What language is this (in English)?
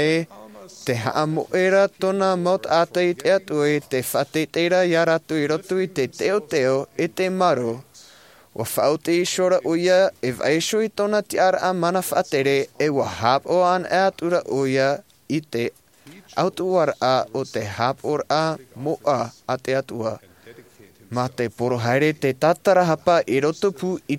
Tahitian